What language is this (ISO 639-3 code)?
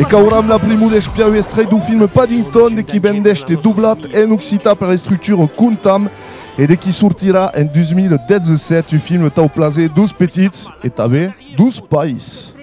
oci